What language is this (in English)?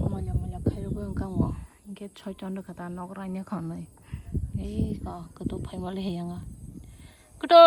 Kok Borok